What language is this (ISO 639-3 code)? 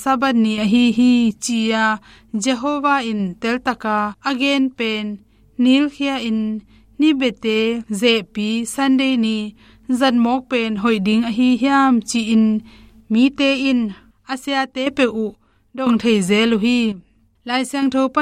ctd